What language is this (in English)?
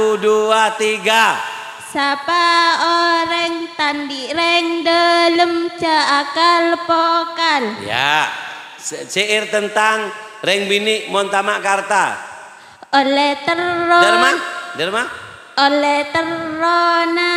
Madurese